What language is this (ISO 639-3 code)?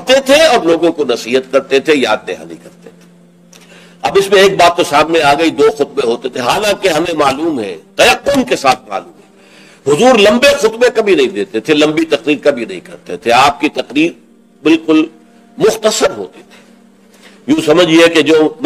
urd